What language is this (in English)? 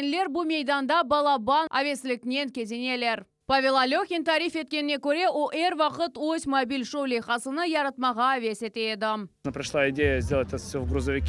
Crimean Tatar